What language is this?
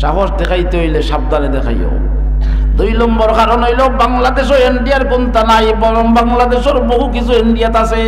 Sylheti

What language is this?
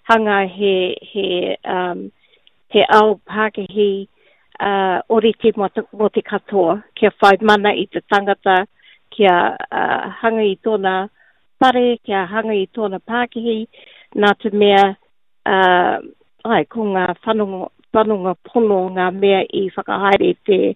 Māori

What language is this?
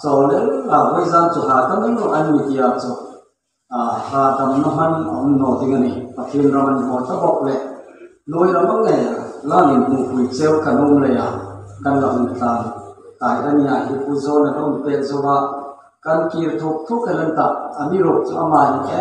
Hmar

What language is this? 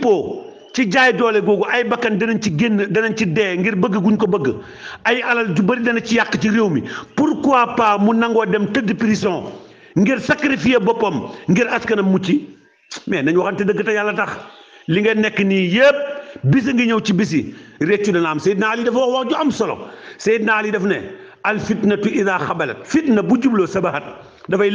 Wolof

